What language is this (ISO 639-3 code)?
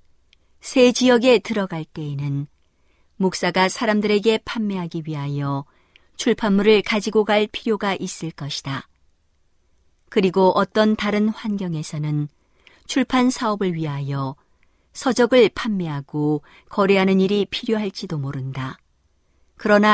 kor